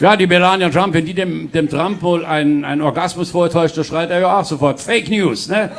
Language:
Palatine German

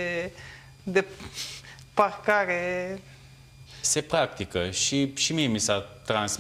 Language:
Romanian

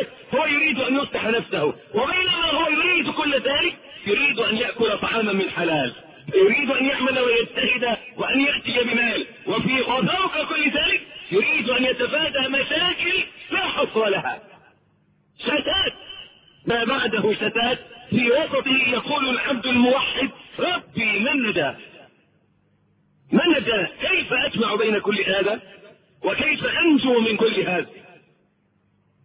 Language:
Arabic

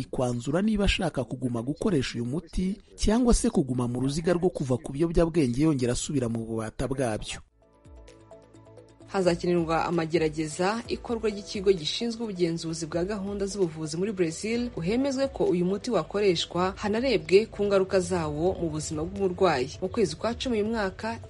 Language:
Kinyarwanda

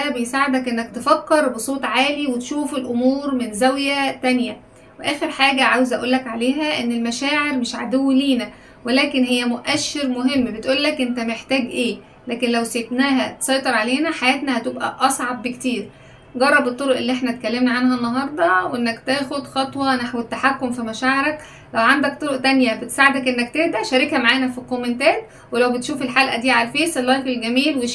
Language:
Egyptian Arabic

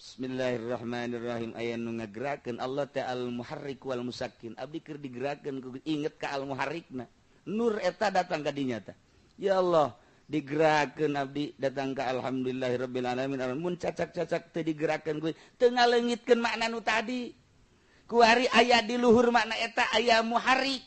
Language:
Sundanese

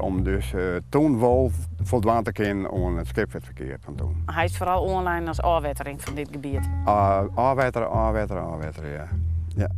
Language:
Western Frisian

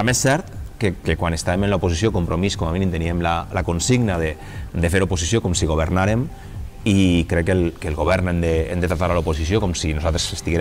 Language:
Catalan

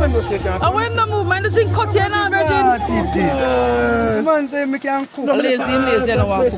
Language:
Jamaican Creole English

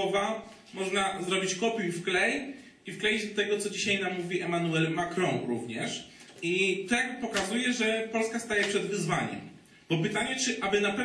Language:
Polish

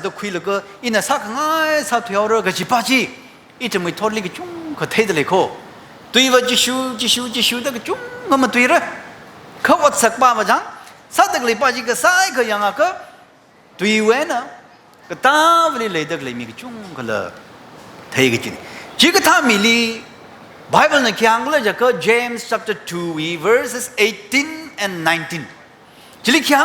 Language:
Tangkhul Naga (India)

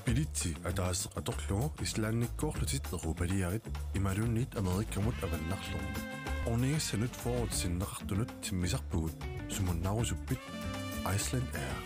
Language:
Kalaallisut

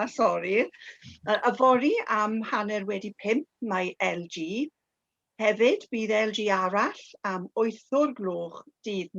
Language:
Welsh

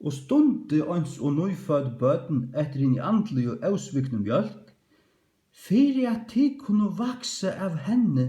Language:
Faroese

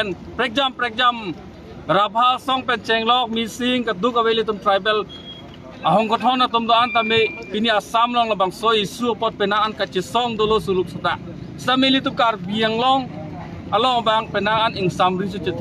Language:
Karbi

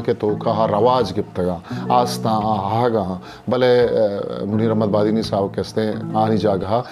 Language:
Eastern Balochi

